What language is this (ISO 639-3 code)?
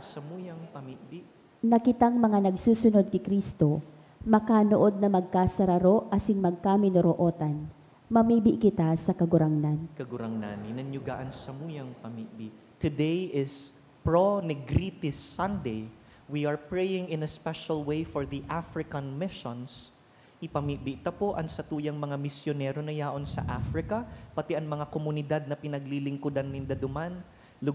bik